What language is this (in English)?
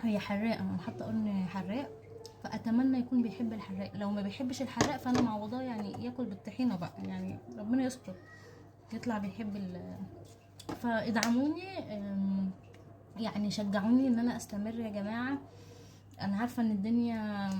Egyptian Arabic